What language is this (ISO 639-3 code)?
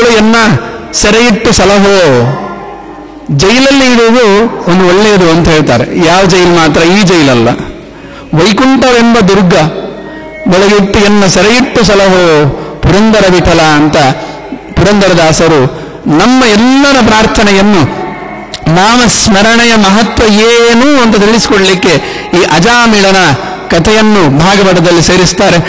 kan